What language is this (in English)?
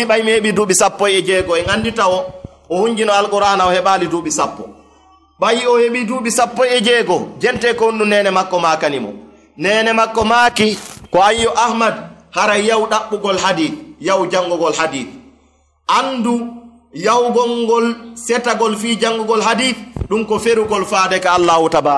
Fula